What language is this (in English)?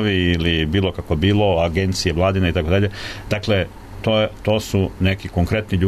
Serbian